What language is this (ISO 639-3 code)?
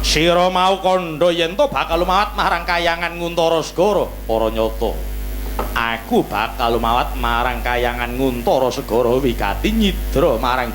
jav